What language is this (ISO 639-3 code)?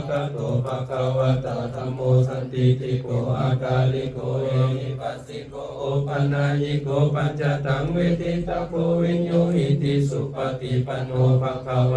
pli